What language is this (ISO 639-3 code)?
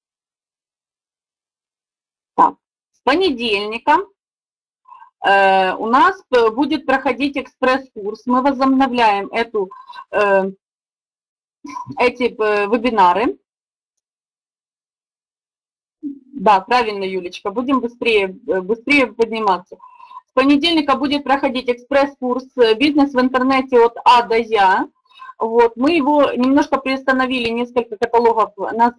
rus